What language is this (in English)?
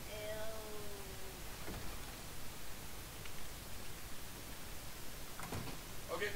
Danish